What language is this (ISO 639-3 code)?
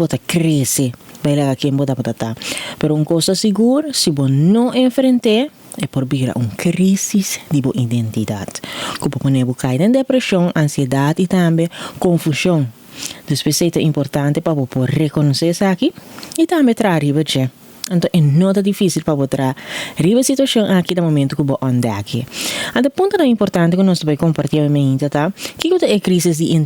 pap